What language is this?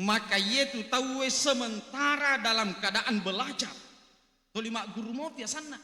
Buginese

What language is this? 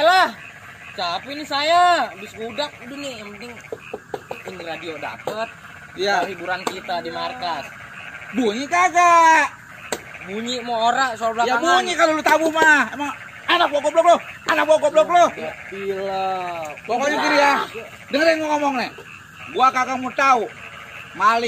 Betawi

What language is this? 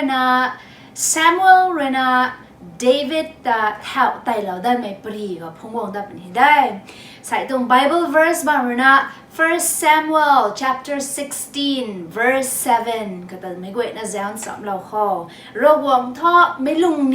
Rongmei Naga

